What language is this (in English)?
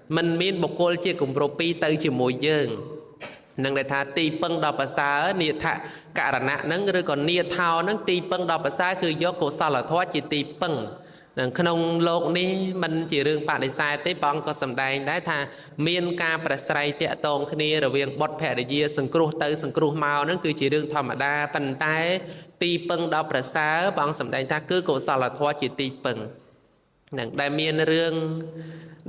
Khmer